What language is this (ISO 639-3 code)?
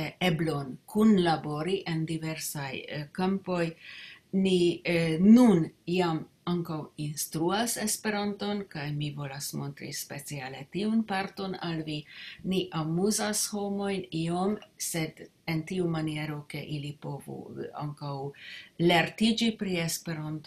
epo